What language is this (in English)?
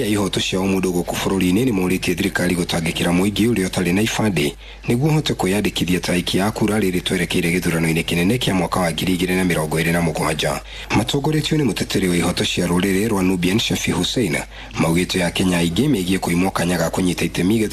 Kikuyu